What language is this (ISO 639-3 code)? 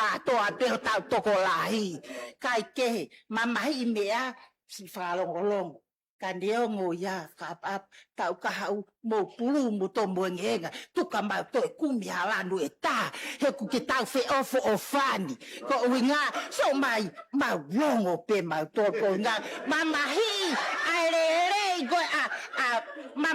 ton